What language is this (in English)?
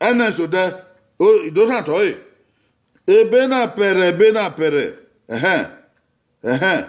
Bini